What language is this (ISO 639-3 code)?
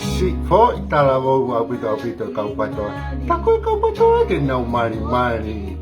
ton